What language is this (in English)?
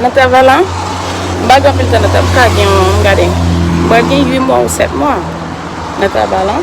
Haitian Creole